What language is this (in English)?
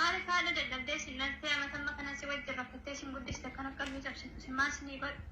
Oromo